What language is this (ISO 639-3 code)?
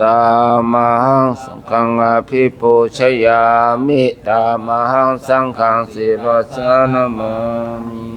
pli